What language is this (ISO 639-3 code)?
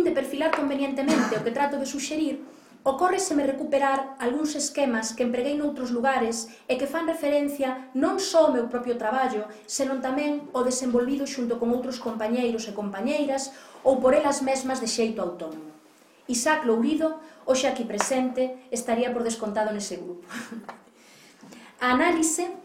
glg